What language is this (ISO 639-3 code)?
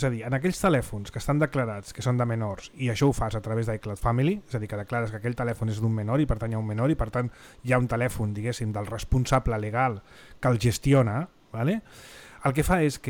cat